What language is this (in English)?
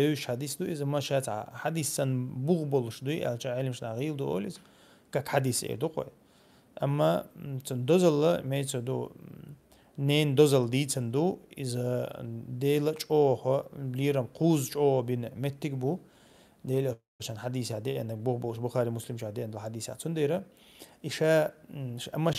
Chechen